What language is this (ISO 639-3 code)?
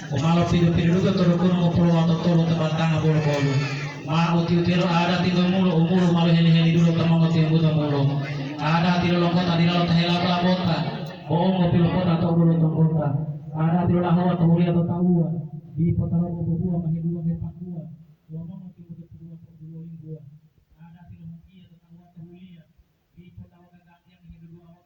gor